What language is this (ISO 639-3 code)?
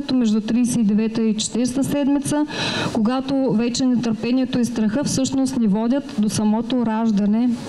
bul